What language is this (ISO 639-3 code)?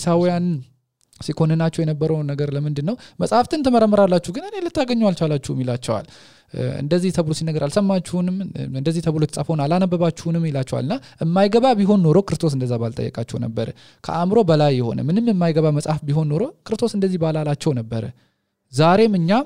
amh